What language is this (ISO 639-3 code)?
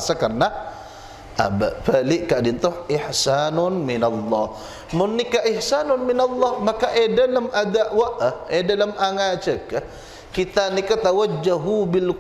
mad